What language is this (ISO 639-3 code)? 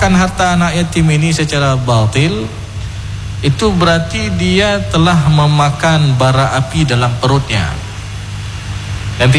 ind